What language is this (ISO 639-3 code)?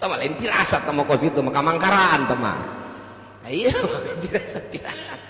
sun